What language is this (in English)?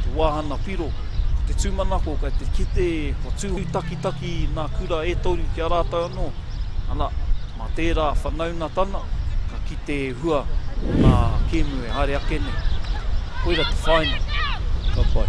Māori